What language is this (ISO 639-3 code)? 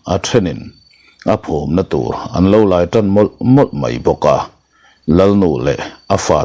lus